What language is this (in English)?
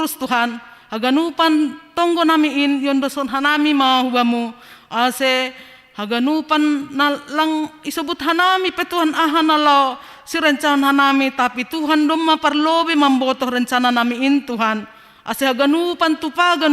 Batak Simalungun